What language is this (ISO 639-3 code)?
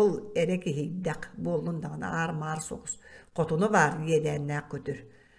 sah